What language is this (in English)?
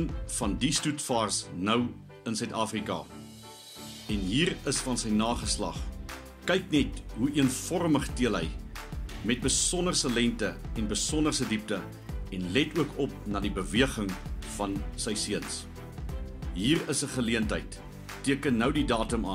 Afrikaans